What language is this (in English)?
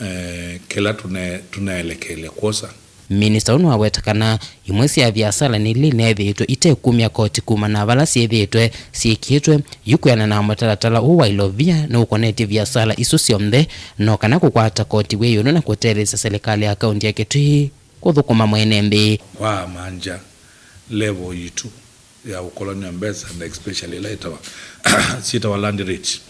Kamba